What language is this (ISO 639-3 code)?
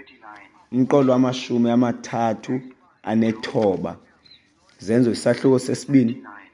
xho